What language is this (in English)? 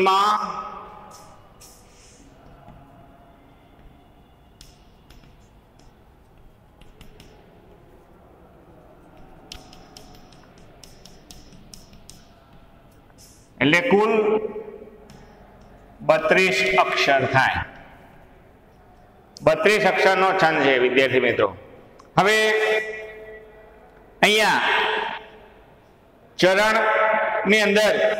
Gujarati